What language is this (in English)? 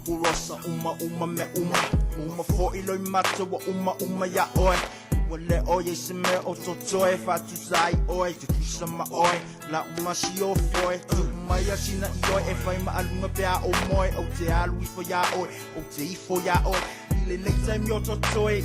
Samoan